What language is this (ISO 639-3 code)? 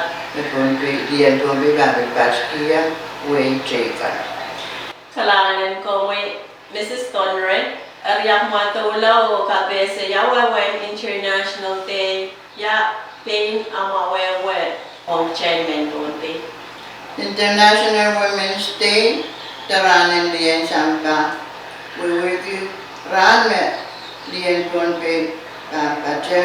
pon